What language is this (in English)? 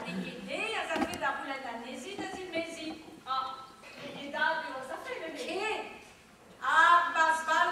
Breton